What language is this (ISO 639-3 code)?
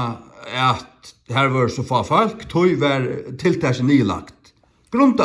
fao